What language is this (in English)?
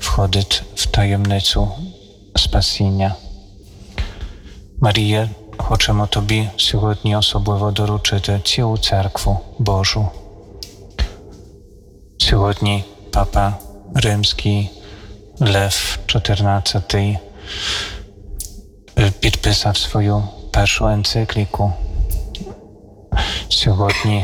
Ukrainian